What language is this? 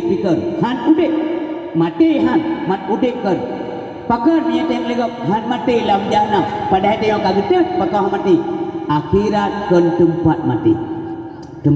Achinese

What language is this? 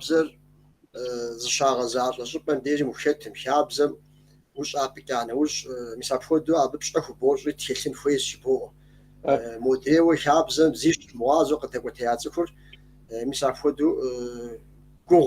Kabardian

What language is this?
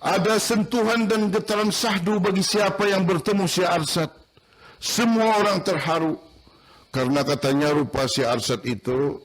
Banjar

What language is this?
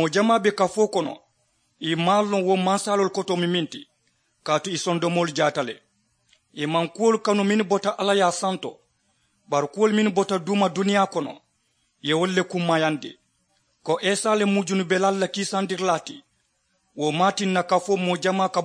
Mandingo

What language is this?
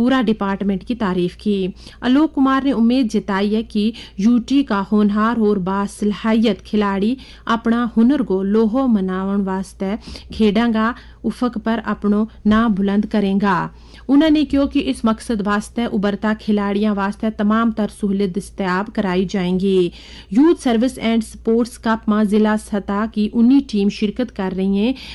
Gujari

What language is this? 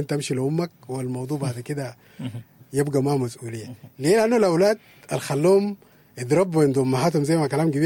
Sudanese Arabic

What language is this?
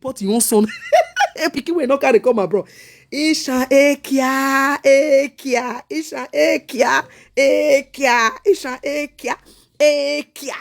Nigerian Pidgin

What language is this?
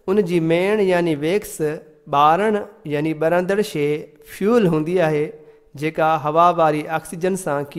Sindhi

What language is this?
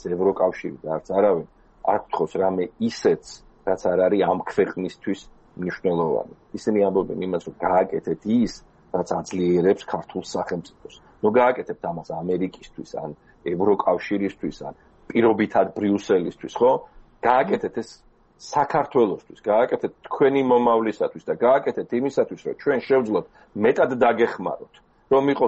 Georgian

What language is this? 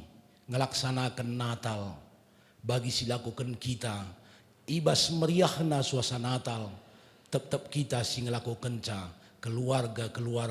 Batak Karo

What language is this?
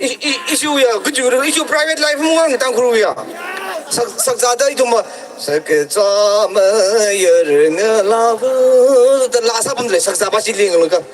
Tangkhul Naga (India)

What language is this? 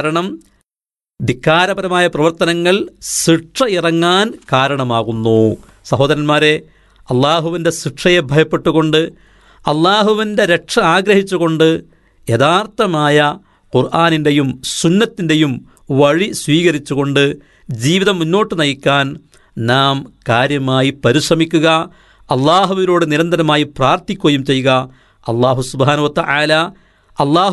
Malayalam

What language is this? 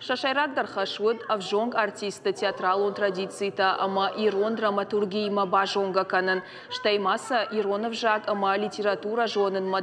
Ossetic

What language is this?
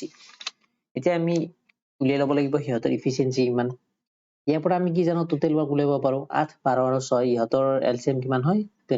Assamese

